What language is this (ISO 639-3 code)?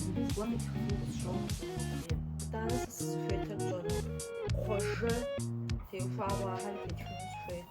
kbd